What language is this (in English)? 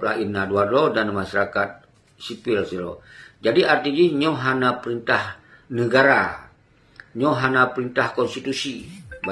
Achinese